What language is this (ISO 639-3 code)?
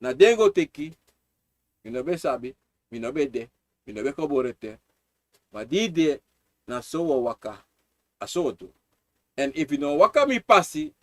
srn